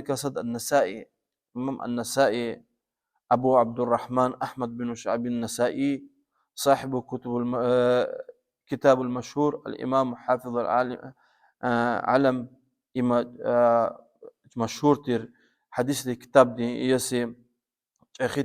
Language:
Lezghian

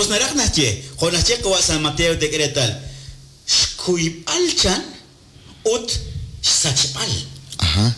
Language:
Kekchí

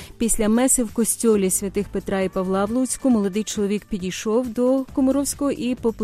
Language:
Ukrainian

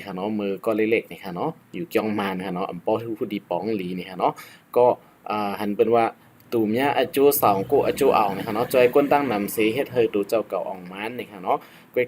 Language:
Shan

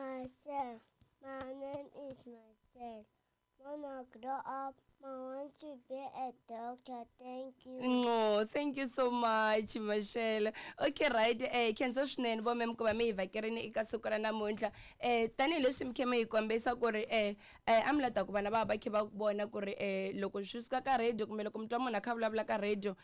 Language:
Tsonga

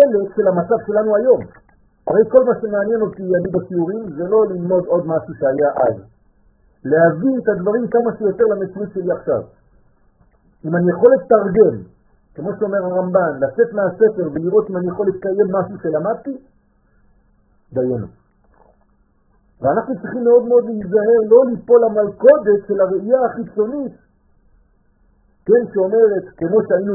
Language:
Hebrew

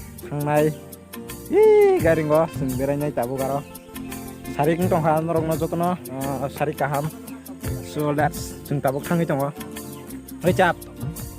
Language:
Kok Borok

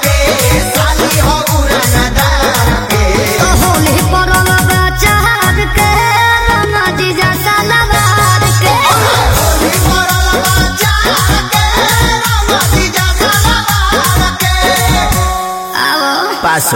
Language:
Bhojpuri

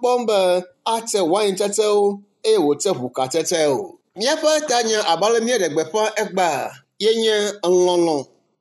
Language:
Ewe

